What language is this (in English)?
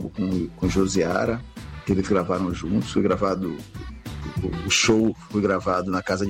Portuguese